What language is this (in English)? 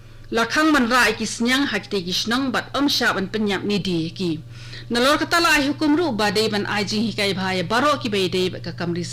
Khasi